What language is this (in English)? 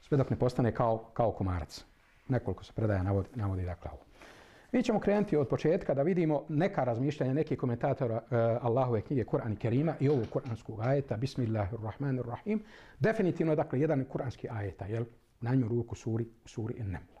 Bosnian